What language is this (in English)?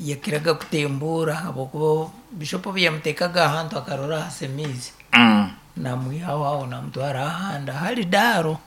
Nyankole